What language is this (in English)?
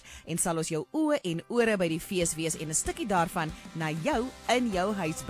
Afrikaans